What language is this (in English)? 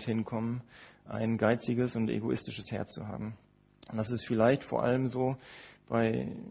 German